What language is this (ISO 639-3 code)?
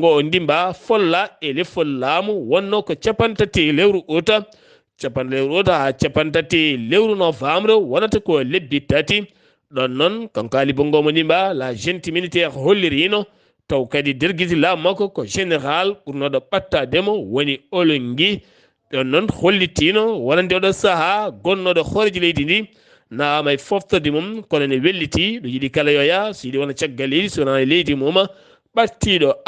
ful